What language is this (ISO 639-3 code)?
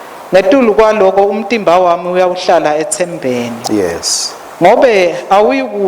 ssw